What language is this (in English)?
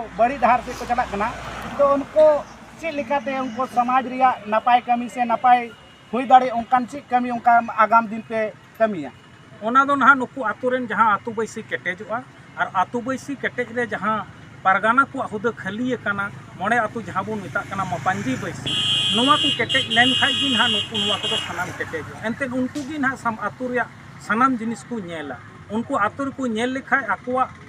Santali